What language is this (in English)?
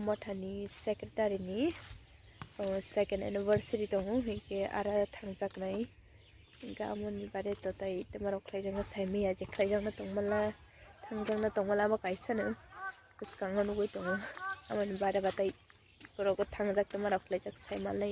Kok Borok